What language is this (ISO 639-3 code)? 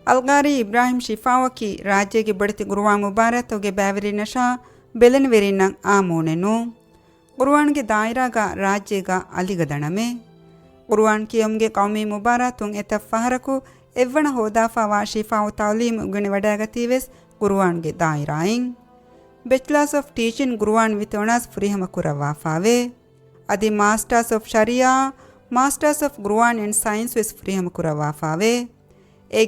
div